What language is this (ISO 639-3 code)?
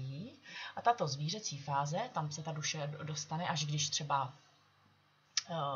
ces